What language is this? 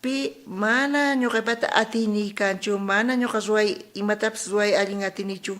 South Bolivian Quechua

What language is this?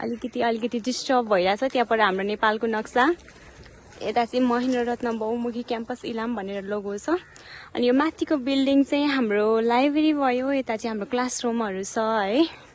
Nepali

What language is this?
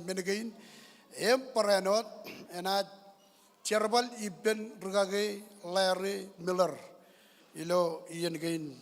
Marshallese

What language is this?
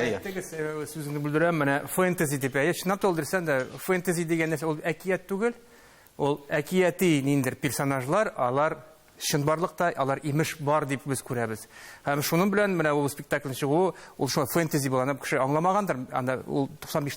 Tatar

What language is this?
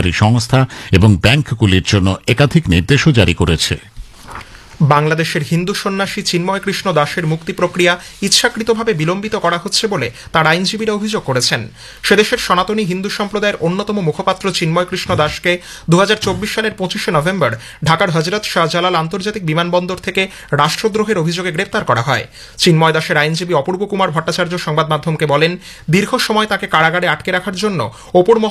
Bangla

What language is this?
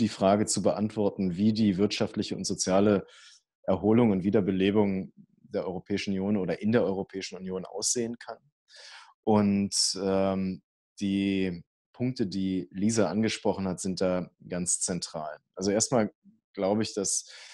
German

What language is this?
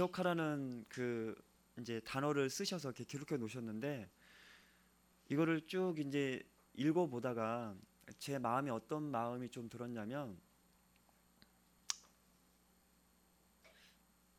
Korean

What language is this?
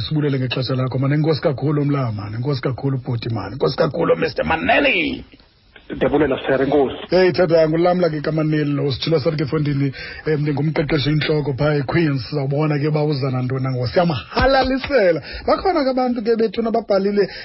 Xhosa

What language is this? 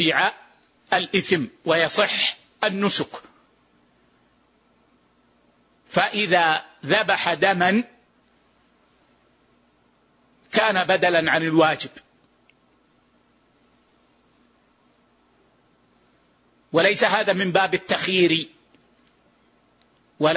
Arabic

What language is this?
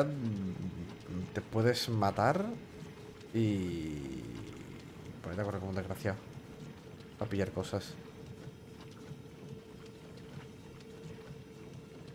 Spanish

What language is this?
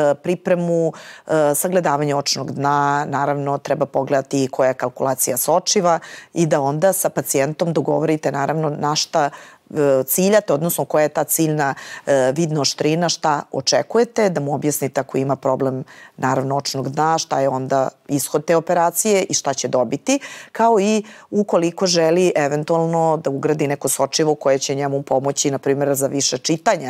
Serbian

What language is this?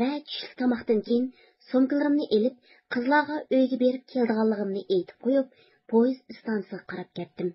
Uyghur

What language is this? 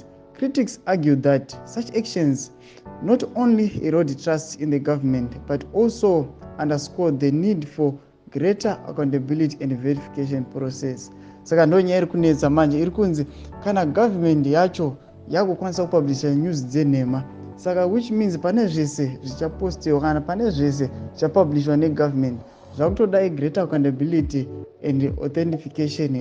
Shona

